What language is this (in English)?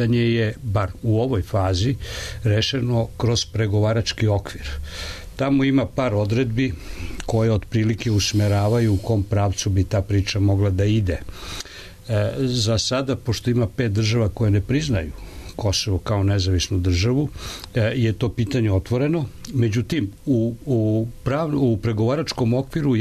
Serbian